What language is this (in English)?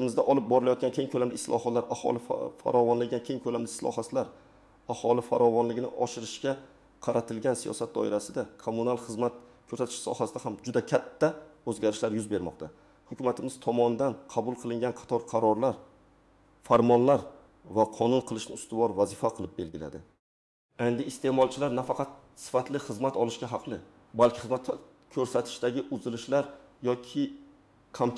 Uzbek